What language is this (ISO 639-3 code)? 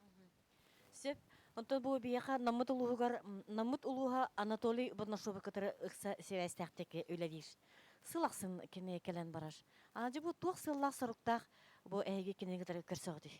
sah